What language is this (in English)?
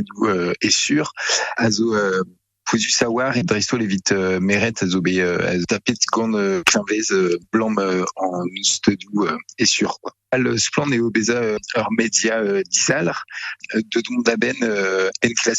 Breton